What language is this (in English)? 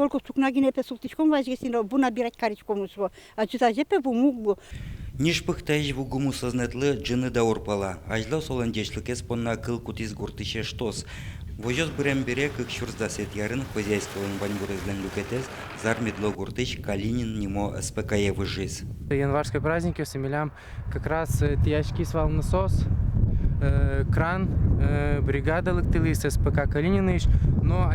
Udmurt